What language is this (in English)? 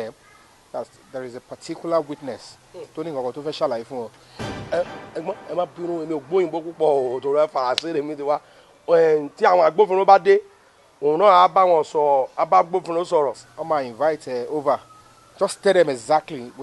Yoruba